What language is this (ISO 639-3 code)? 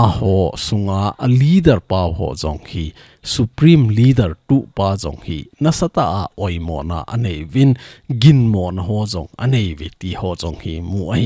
tcz